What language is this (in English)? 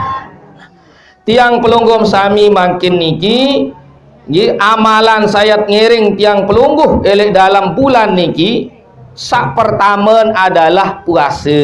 Sasak